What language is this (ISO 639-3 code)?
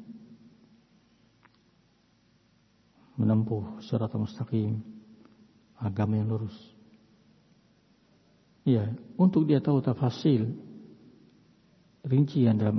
ind